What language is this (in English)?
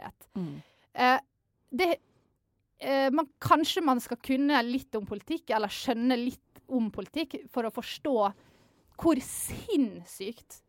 Norwegian